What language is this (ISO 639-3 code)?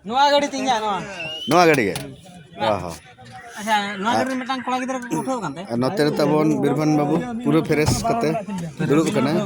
sat